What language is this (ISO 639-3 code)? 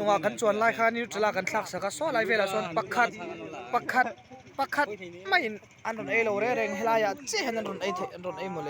lus